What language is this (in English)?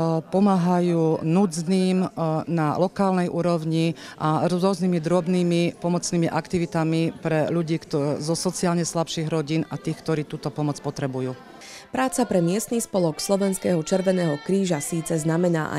Slovak